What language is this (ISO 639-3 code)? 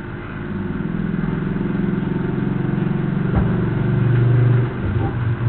ind